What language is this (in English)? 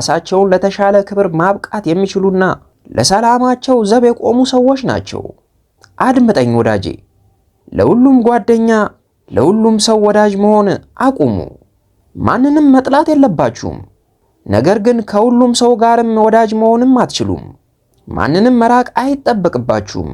Amharic